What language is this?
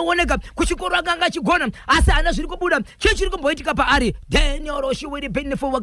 Shona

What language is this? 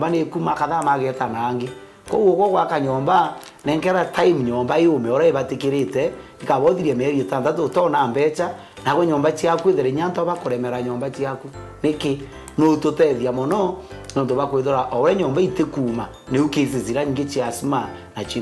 Meru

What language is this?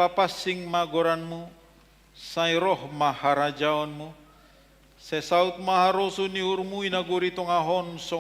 Batak Simalungun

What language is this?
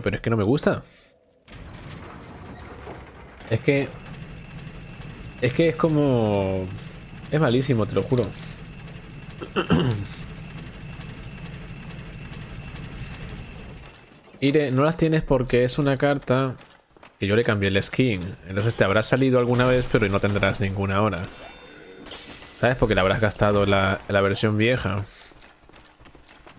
Spanish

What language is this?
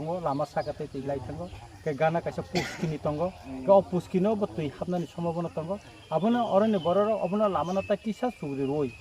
Kok Borok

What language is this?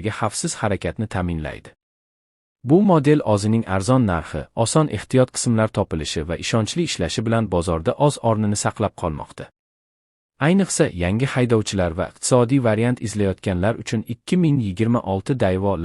Uzbek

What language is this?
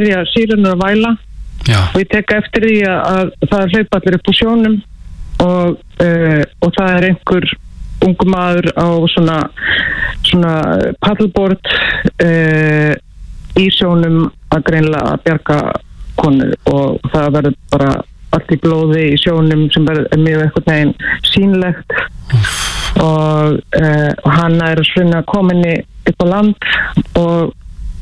Icelandic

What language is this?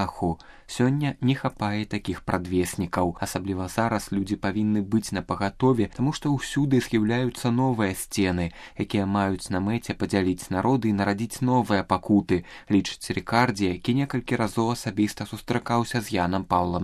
Belarusian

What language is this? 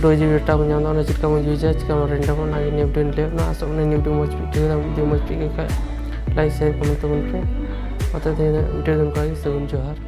Santali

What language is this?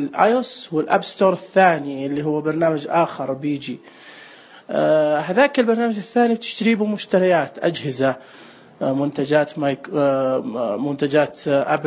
Najdi Arabic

